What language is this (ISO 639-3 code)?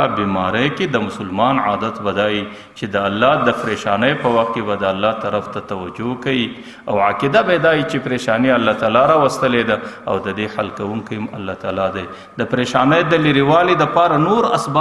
pus